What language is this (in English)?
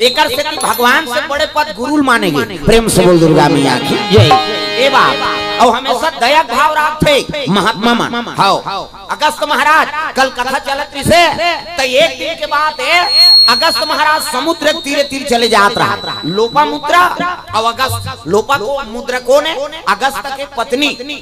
Chhattisgarhi